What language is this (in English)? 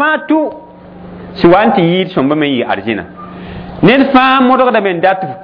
Mossi